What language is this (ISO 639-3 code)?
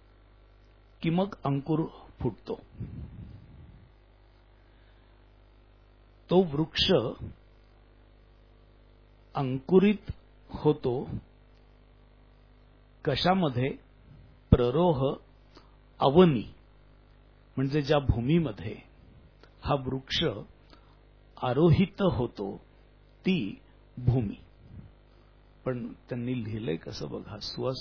mar